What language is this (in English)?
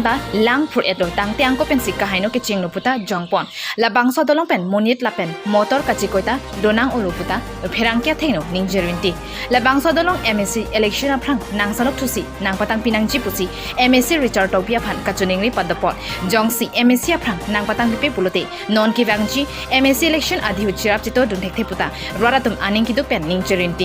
Karbi